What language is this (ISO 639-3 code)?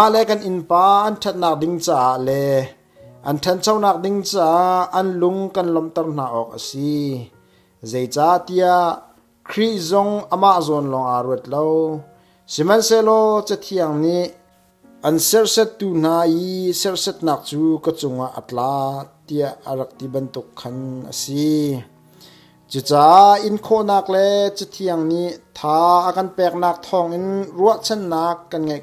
cnh